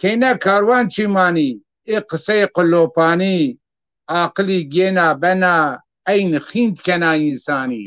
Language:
Zaza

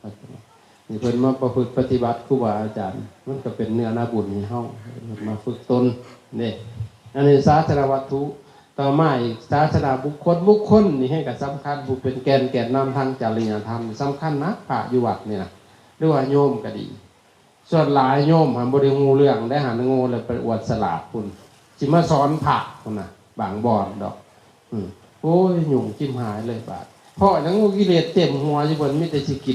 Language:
Lao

